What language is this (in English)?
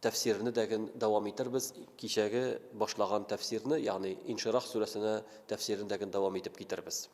Tatar